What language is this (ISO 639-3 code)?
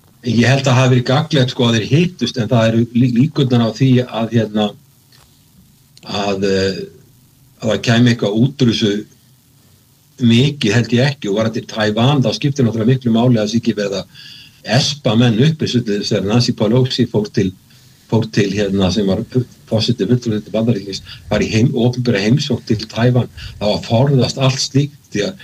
isl